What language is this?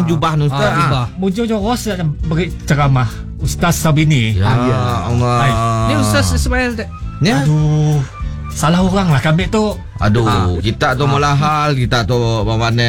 Malay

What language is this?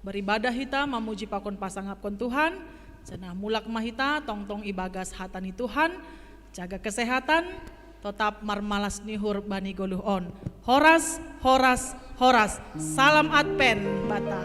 Batak Simalungun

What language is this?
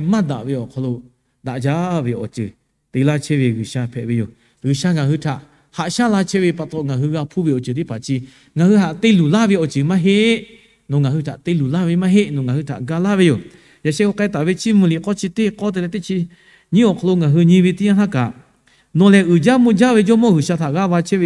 Lahu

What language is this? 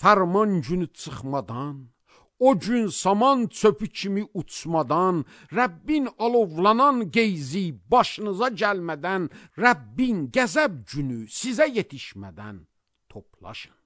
Azerbaijani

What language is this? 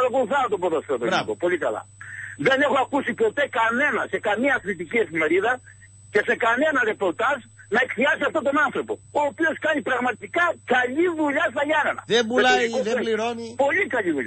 Greek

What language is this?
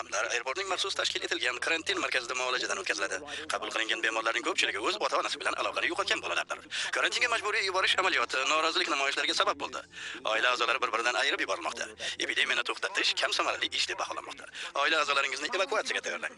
Uzbek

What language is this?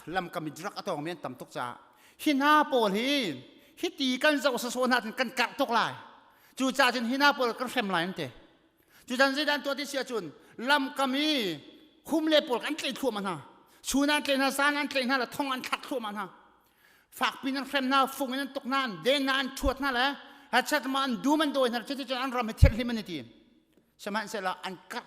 Hakha Chin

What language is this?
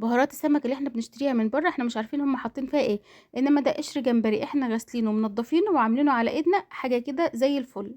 Egyptian Arabic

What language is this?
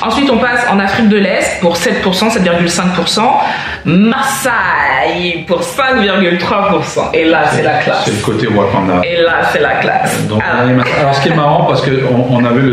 French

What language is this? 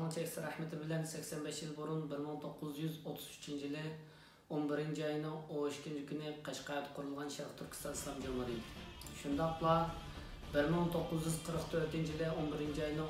Uyghur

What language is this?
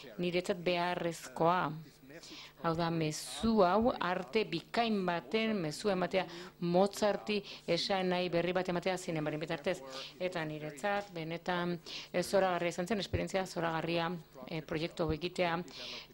Basque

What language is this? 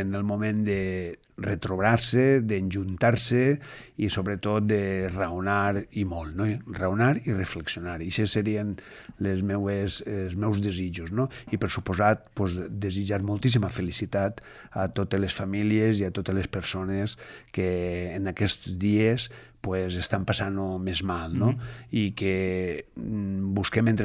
Catalan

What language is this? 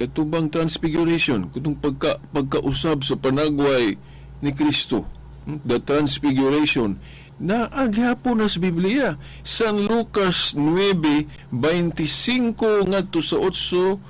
Cebuano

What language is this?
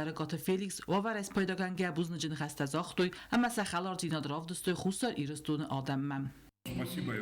Ossetic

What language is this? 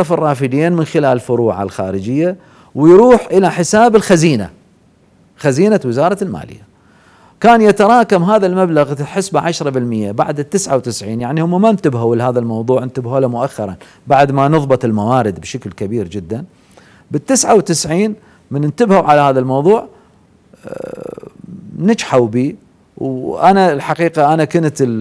Mesopotamian Arabic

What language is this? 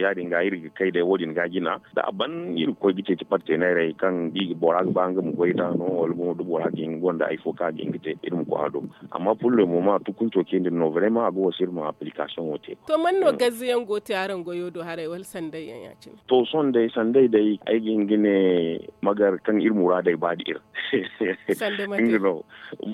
Zarma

